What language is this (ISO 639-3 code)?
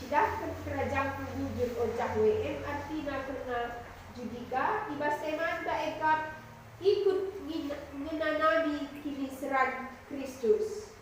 btx